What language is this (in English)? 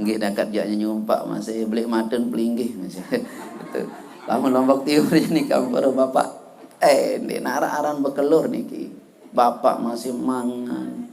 Sasak